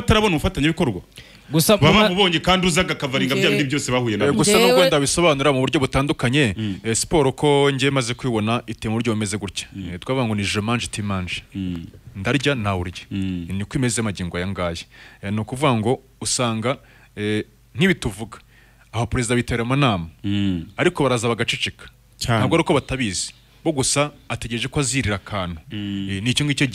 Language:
Kinyarwanda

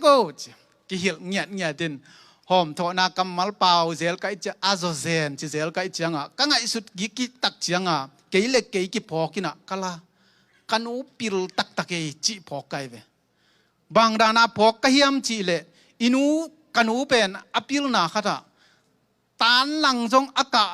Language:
Tedim Chin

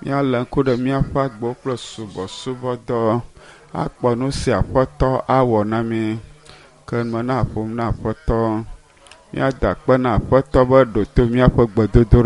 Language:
Ewe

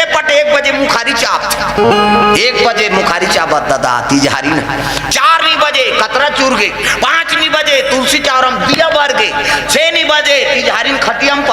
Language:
Chhattisgarhi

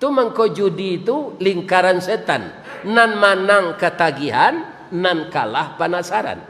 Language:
Minangkabau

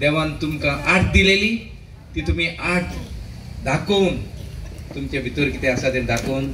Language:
Konkani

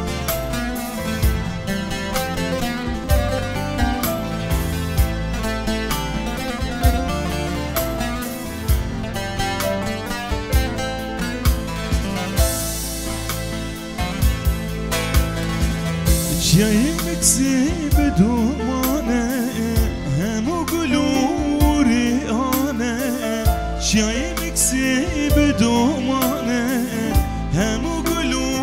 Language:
Persian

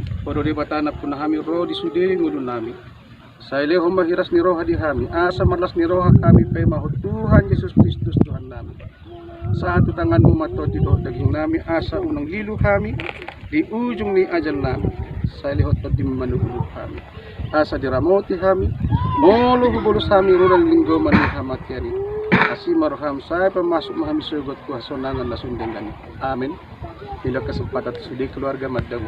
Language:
Batak Toba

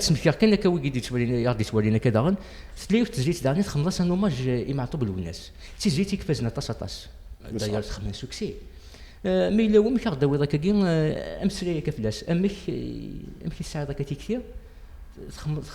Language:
Kabyle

